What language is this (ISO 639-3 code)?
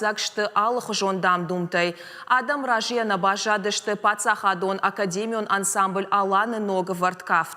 oss